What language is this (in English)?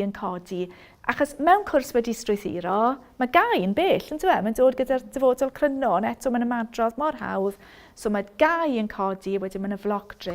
Welsh